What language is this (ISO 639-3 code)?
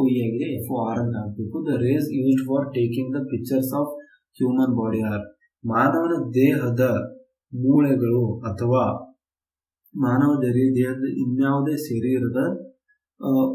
kan